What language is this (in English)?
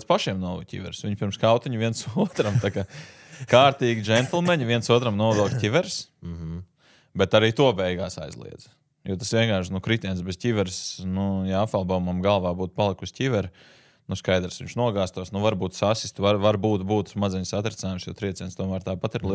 Latvian